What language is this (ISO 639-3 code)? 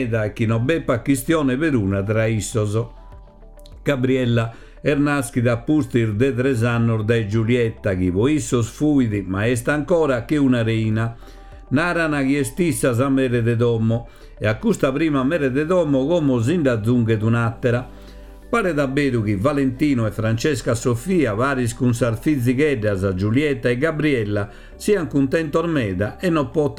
srd